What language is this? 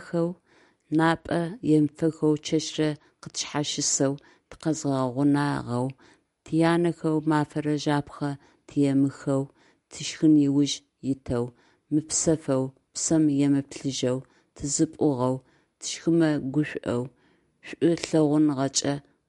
Adyghe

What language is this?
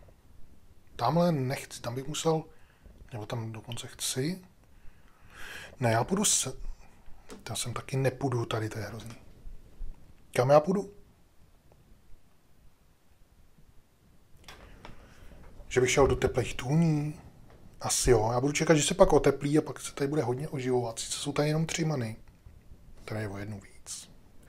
Czech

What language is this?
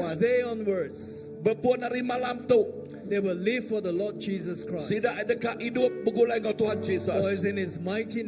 Iban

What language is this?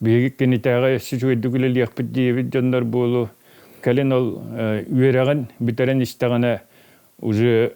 Yakut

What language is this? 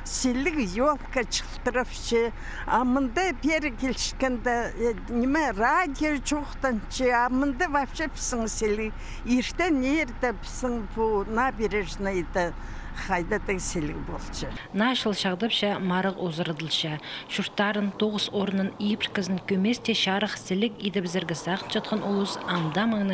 Khakas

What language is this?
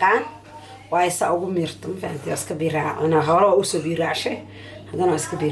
Somali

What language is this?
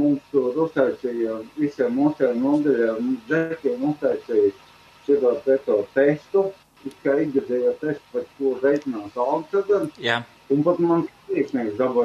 Latvian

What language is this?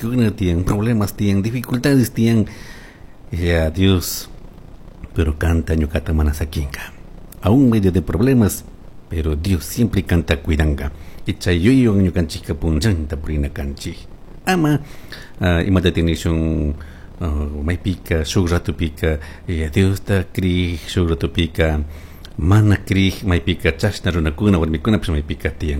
Chimborazo Highland Quichua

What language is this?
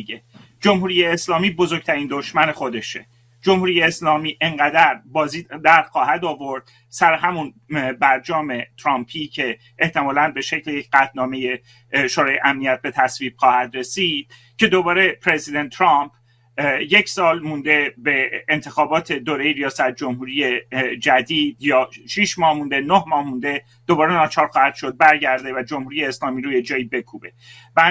Persian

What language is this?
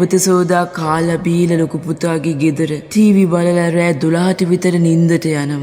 Sinhala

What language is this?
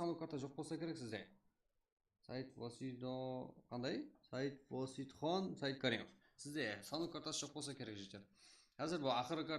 Kara-Kalpak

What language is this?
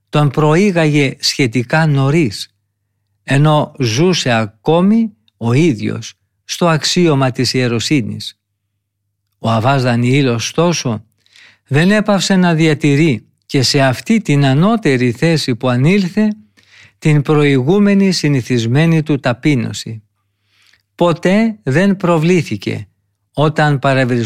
Greek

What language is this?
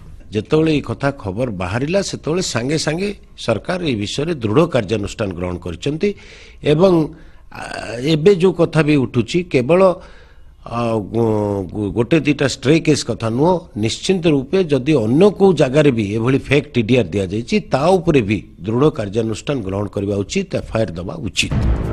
Odia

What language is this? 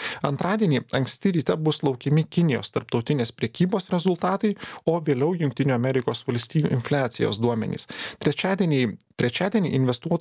Lithuanian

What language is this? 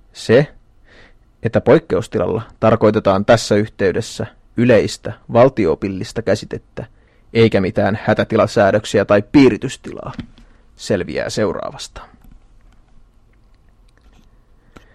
Finnish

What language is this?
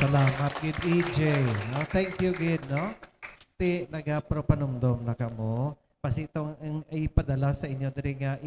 Hiligaynon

